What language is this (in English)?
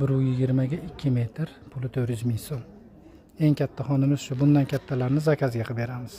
Uzbek